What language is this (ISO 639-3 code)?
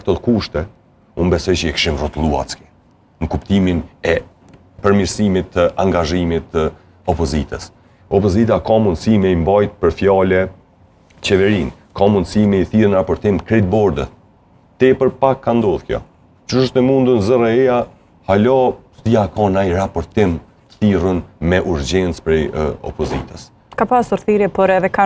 sqi